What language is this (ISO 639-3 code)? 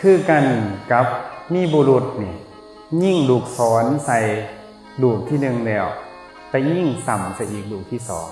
tts